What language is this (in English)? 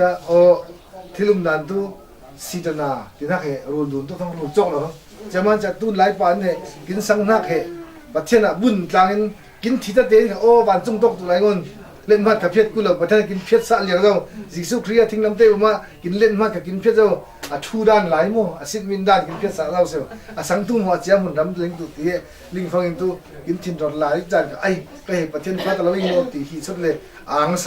Falam Chin